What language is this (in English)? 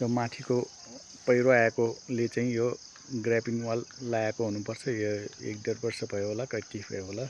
Nepali